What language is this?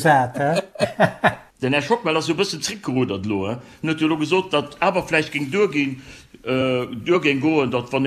Luxembourgish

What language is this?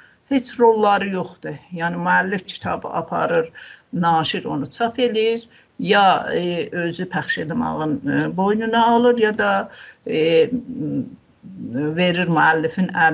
South Azerbaijani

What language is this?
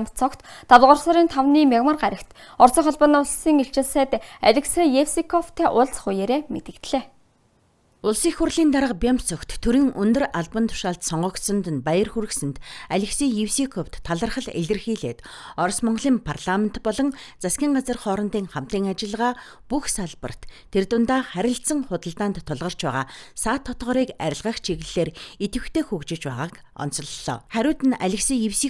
Mongolian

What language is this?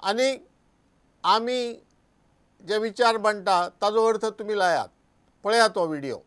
Konkani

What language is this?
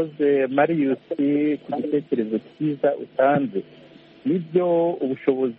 Kinyarwanda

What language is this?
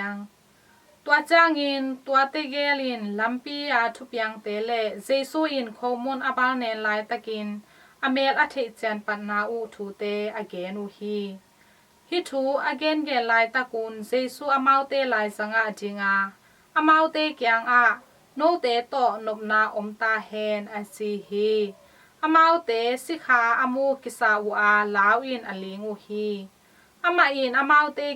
Tedim Chin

